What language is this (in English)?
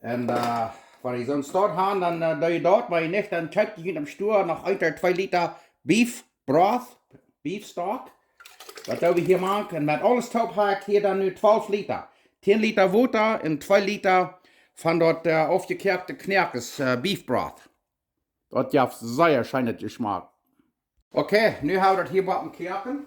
Plautdietsch